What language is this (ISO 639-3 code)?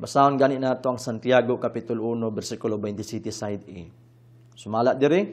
ceb